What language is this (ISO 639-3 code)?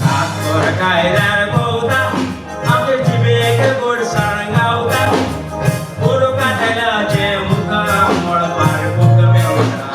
kok